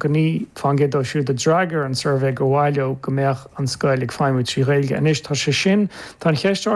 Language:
Irish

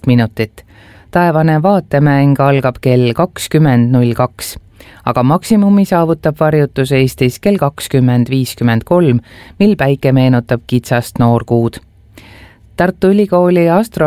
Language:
Estonian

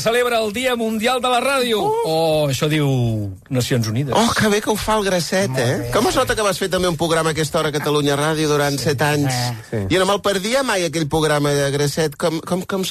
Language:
Catalan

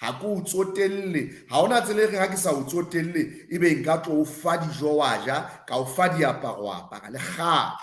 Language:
Southern Sotho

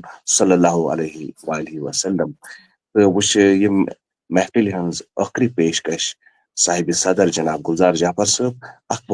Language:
Kashmiri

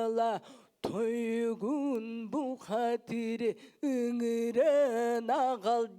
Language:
Yakut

